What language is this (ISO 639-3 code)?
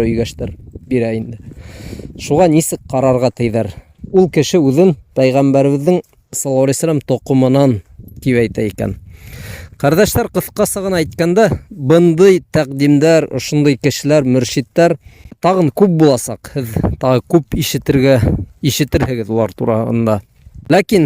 bak